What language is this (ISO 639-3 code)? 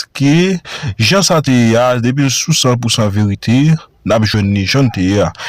hat